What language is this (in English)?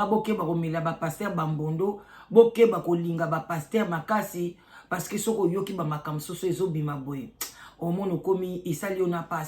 Lingala